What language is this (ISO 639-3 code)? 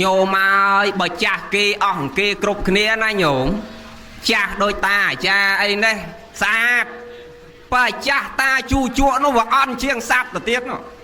khm